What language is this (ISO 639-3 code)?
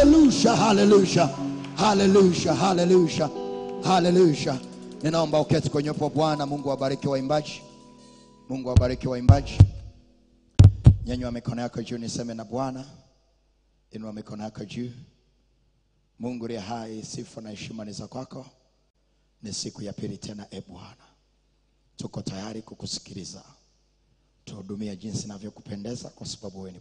swa